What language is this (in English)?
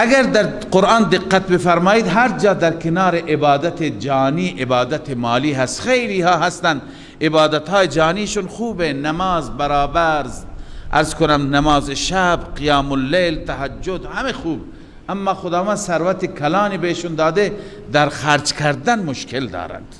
Persian